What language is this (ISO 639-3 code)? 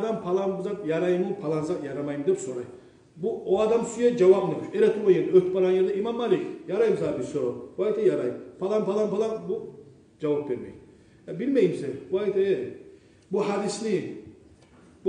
kum